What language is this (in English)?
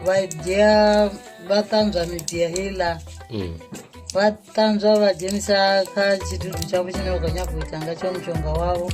Venda